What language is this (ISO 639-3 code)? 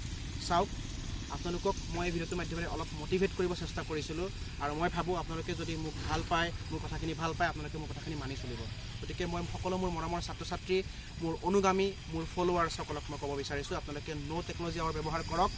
asm